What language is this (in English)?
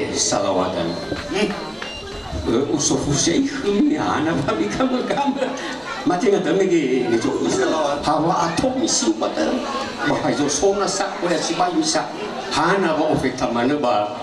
Nias